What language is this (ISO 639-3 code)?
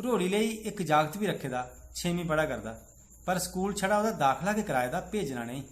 doi